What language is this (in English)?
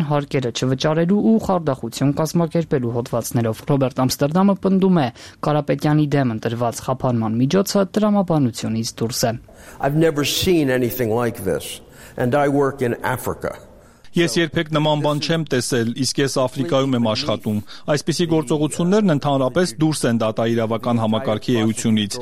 Armenian